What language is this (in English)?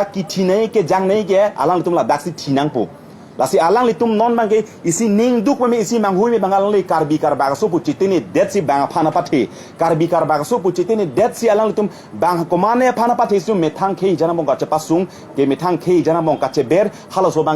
Karbi